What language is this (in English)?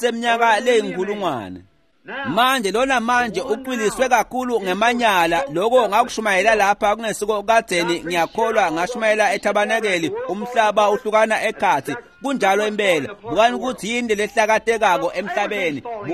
Swati